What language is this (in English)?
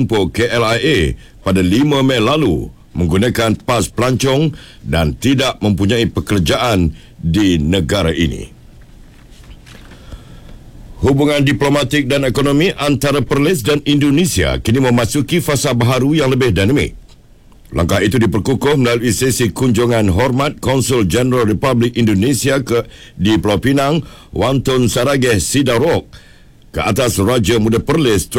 Malay